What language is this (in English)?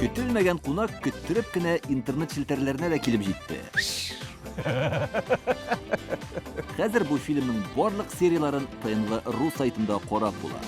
Tatar